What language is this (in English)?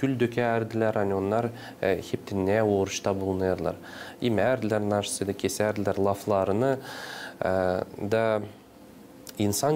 Gagauz